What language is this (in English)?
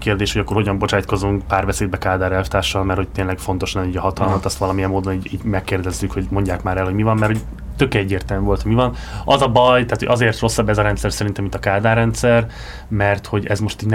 Hungarian